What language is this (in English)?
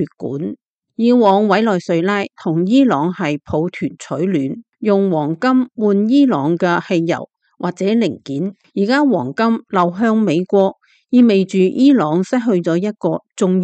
Cantonese